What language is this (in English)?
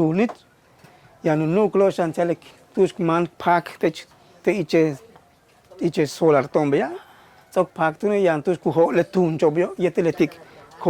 Yucateco